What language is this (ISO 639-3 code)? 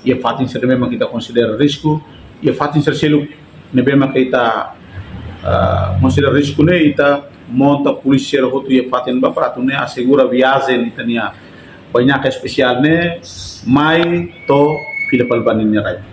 tet